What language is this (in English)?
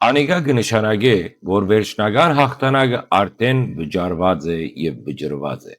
Western Armenian